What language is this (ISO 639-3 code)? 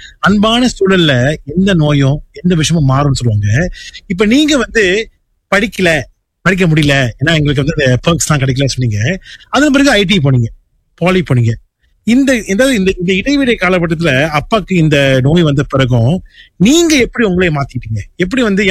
tam